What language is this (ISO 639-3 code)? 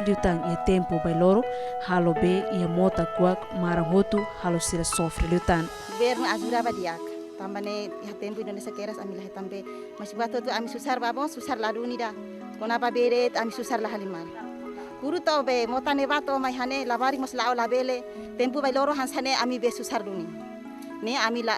tet